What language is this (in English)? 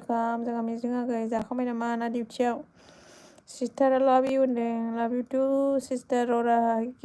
Bodo